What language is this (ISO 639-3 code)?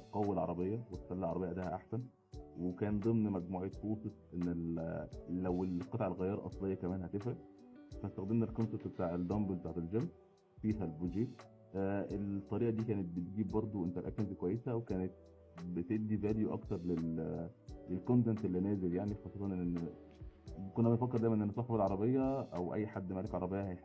arz